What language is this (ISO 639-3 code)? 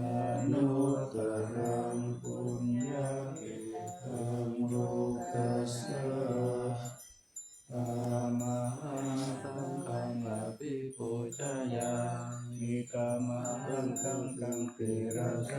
pli